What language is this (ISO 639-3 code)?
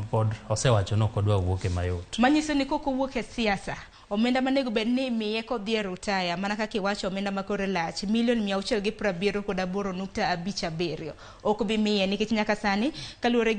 luo